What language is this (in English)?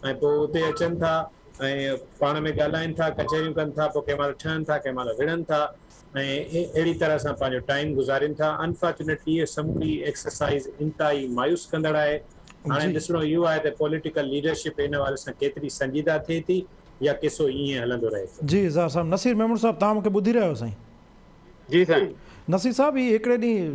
Sindhi